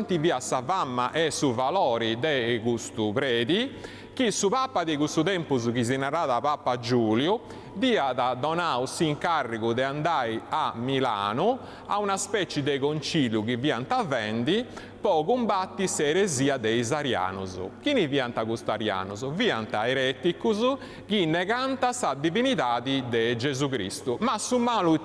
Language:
Sardinian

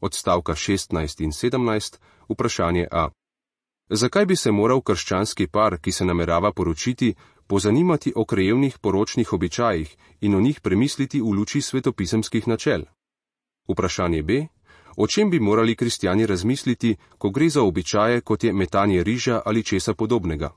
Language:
Slovenian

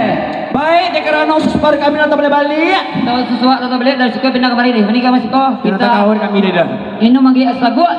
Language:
Minangkabau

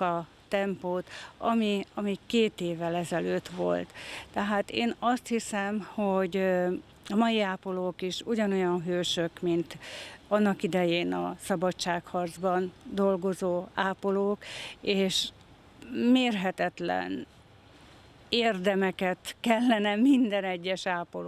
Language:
Hungarian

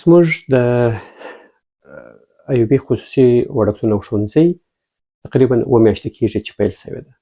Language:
Pashto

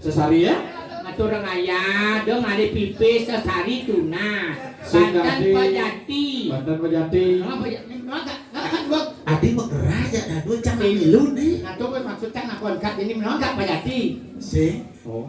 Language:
Balinese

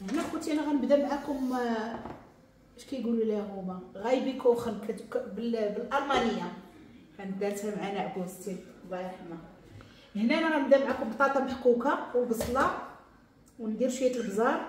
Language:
Moroccan Arabic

